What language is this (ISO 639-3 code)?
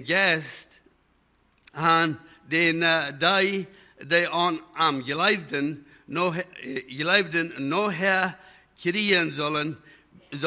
pdt